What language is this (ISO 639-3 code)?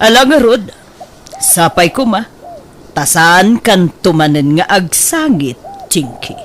ilo